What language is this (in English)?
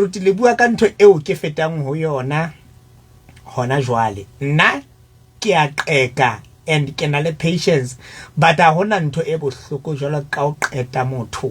Southern Sotho